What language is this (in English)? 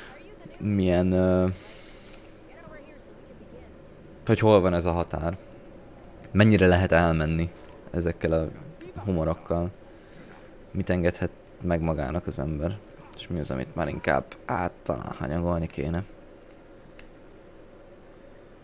Hungarian